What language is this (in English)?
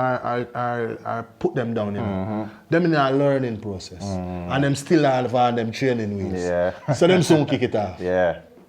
Jamaican Creole English